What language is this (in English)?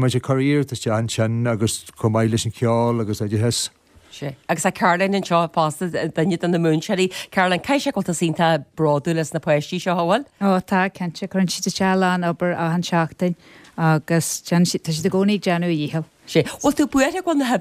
Irish